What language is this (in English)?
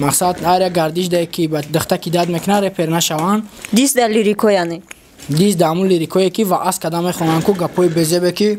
Tajik